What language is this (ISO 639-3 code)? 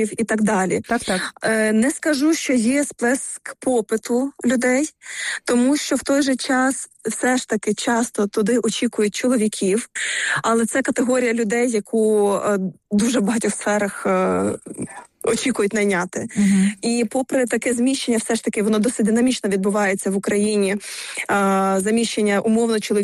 ukr